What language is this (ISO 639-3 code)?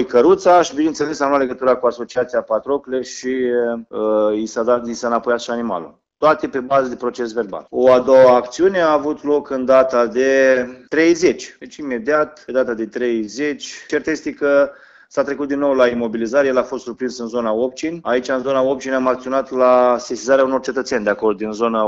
ron